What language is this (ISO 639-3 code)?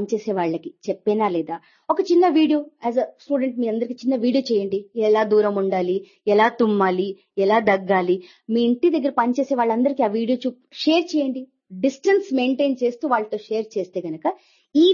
tel